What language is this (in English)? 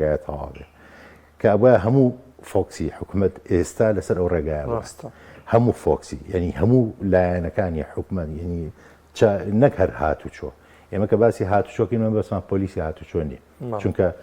Central Kurdish